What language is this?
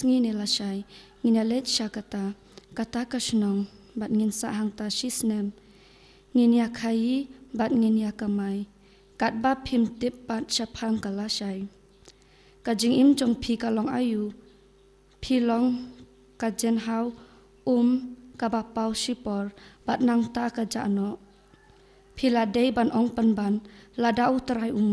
Khasi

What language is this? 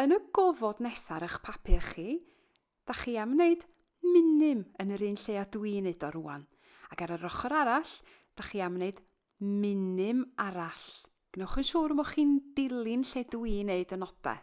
Welsh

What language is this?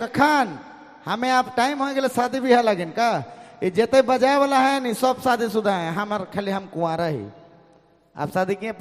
Sadri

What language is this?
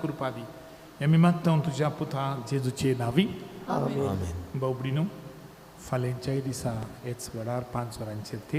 Konkani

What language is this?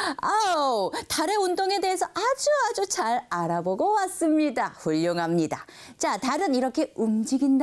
Korean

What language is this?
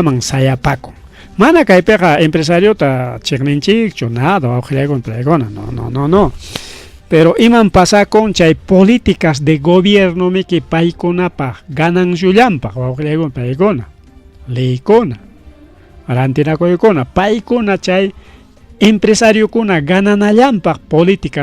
Ayacucho Quechua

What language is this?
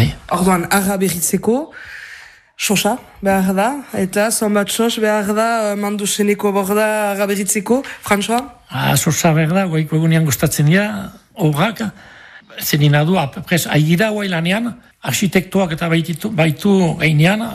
Basque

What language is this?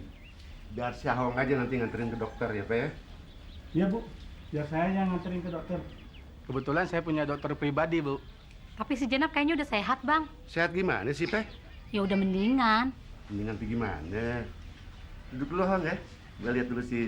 Betawi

